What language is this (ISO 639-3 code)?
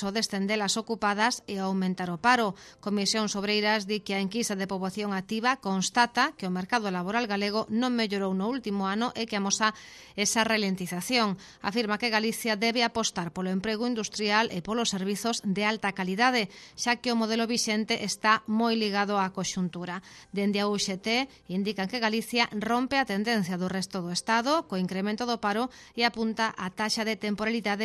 glg